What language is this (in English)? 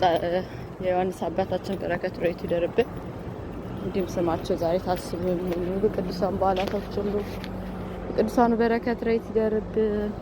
Amharic